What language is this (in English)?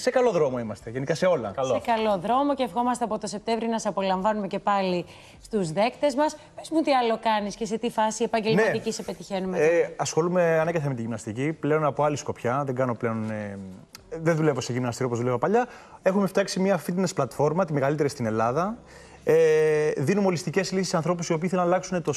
Greek